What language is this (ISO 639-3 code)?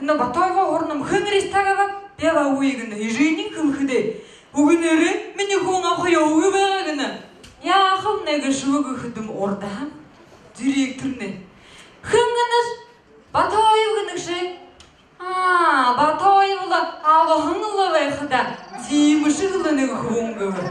bua